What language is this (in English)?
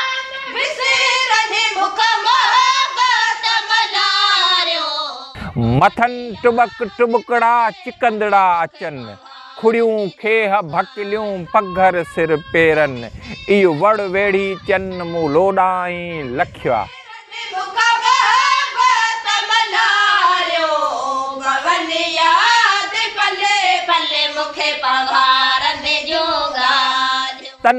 Sindhi